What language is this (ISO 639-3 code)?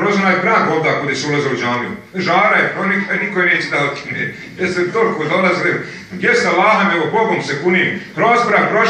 bos